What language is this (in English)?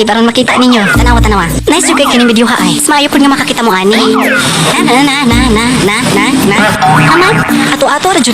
Cebuano